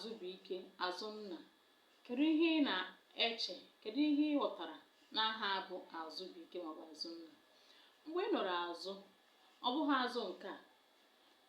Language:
Igbo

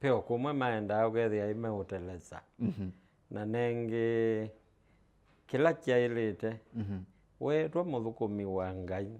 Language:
Kamba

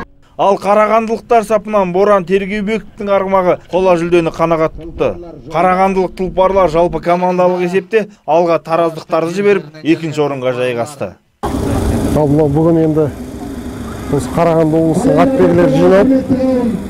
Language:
Kazakh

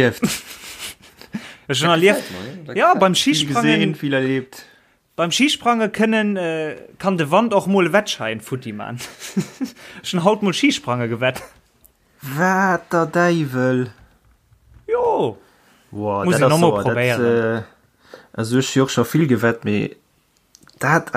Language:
Luxembourgish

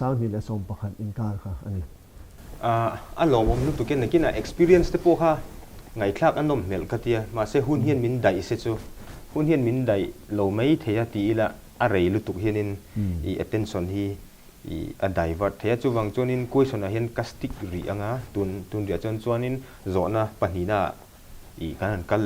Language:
Mizo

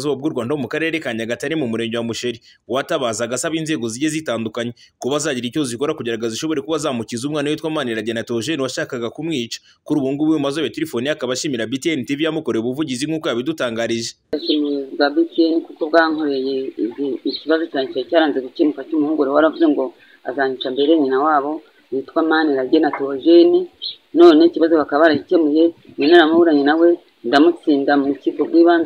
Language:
Kinyarwanda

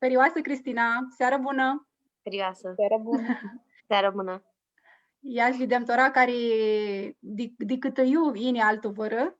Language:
Aromanian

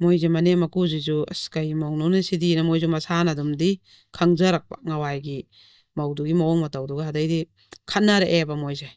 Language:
Manipuri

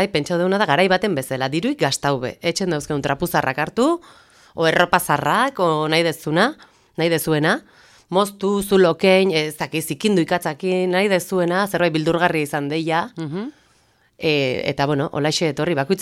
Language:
Basque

